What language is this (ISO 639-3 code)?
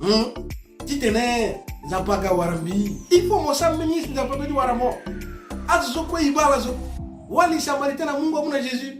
sag